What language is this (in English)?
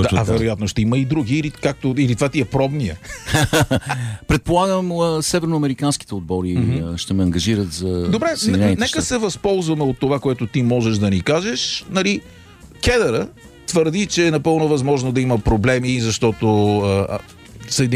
Bulgarian